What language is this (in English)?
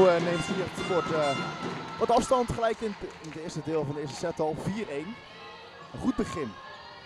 Dutch